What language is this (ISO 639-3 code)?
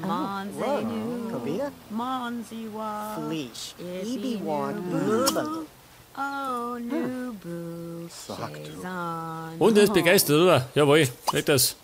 bar